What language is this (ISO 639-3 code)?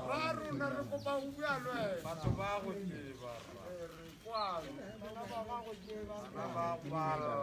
tsn